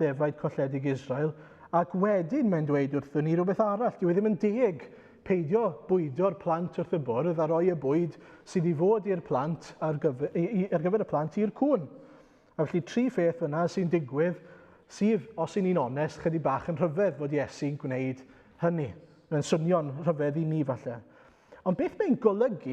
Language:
Welsh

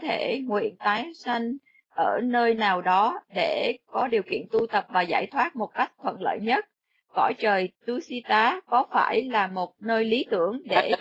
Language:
Vietnamese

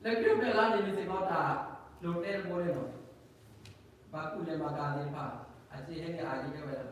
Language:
S'gaw Karen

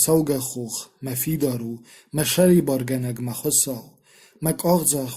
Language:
Ossetic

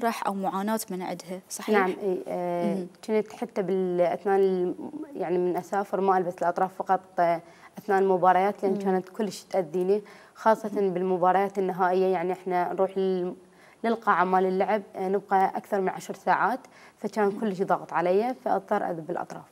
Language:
Mesopotamian Arabic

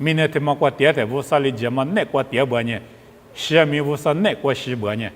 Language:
Lisu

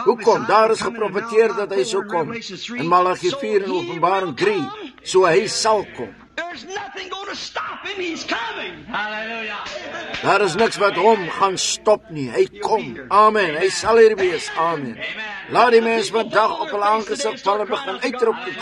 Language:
Afrikaans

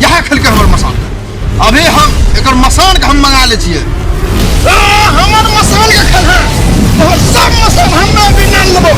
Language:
Maithili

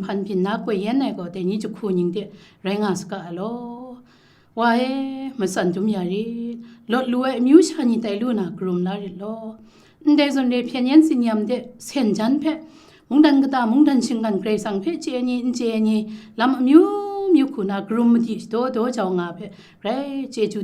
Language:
Kachin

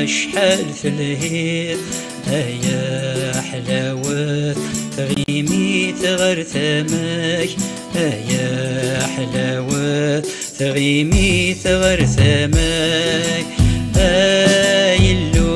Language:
Kabyle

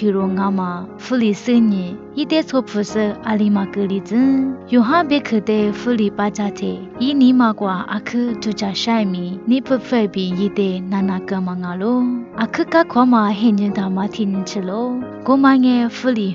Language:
Lisu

